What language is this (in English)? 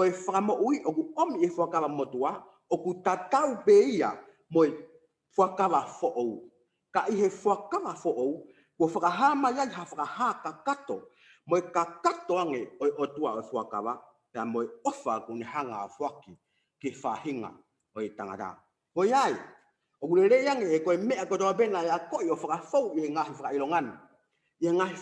Tongan